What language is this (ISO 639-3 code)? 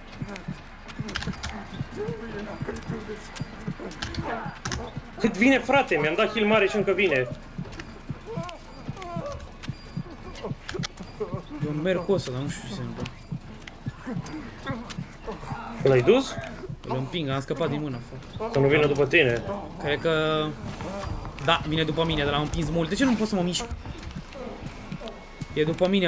ron